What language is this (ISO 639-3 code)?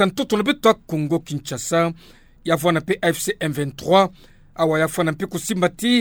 ktu